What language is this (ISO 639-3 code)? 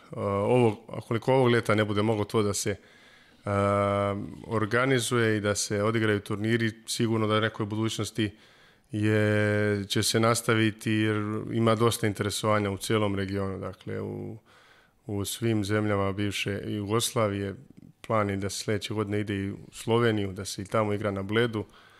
srp